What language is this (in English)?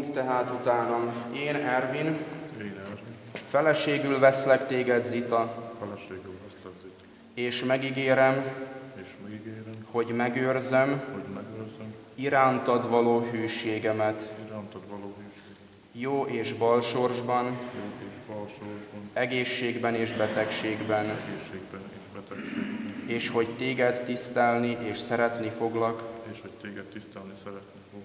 Hungarian